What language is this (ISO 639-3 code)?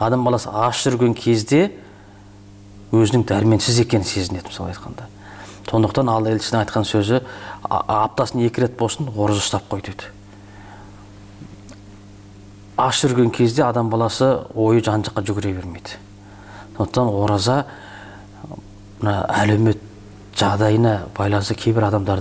kaz